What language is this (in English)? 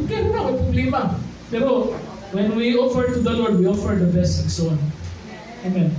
Cebuano